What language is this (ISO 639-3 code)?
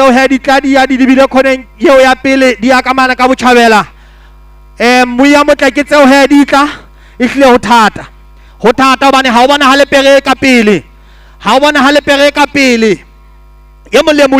sot